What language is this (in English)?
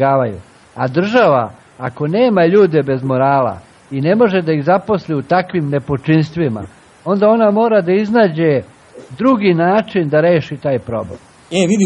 Serbian